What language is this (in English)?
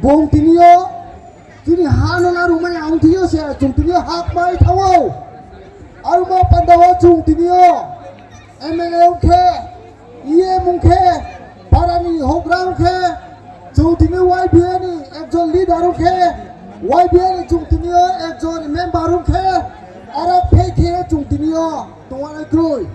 Riang (India)